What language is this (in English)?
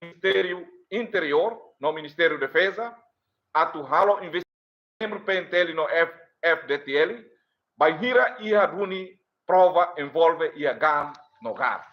Tetum